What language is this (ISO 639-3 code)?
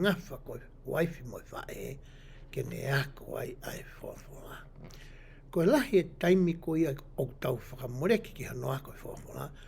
ton